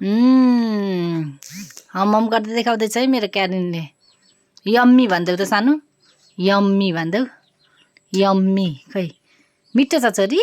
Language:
Nepali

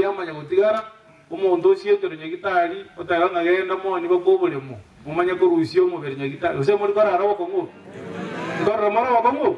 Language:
Gusii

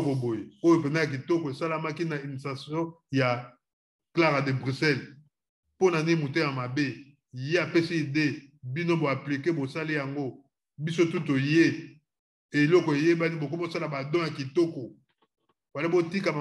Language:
Lingala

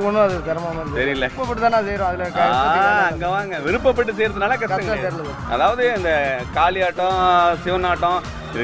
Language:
Tamil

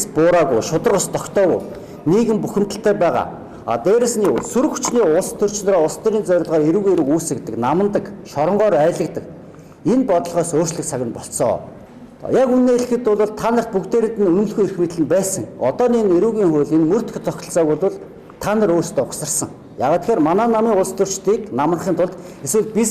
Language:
Mongolian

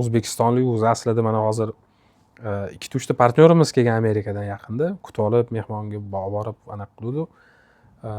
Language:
Uzbek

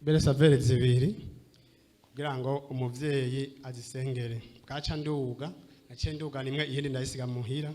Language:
Rundi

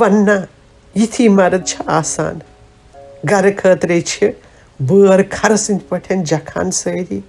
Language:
Kashmiri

